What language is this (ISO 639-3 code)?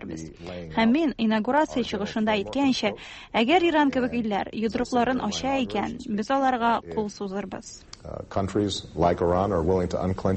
tat